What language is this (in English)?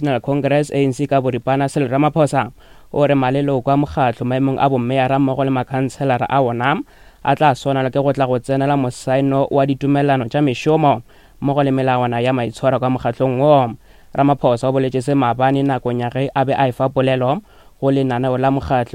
Northern Sotho